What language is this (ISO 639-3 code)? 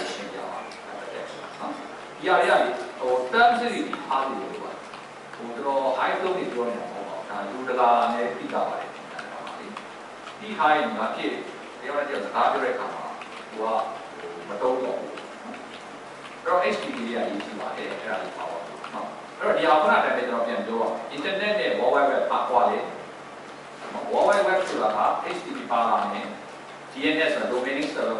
mya